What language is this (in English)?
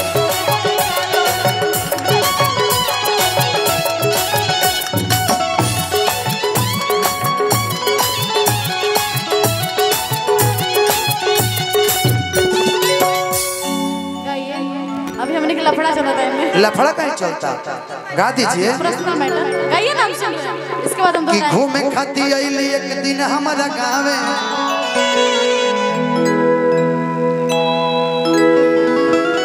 Bhojpuri